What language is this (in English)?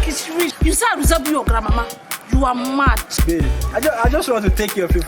Nigerian Pidgin